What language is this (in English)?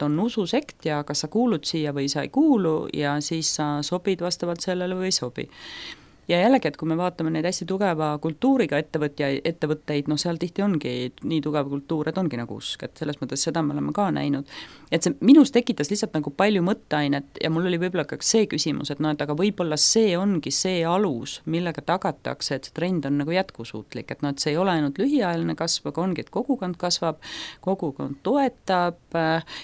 Estonian